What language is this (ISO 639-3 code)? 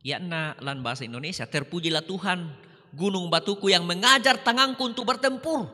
sda